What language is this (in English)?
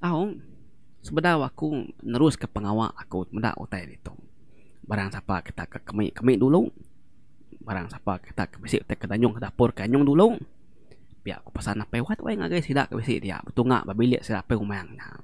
Iban